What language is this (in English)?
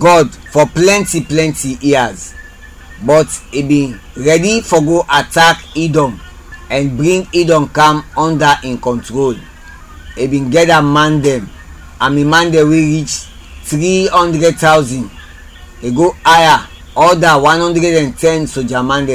Krio